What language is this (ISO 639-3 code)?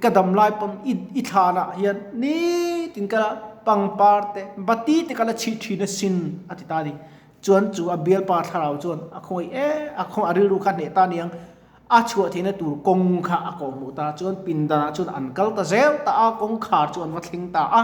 lus